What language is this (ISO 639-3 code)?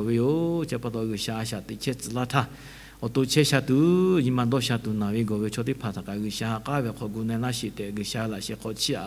lhu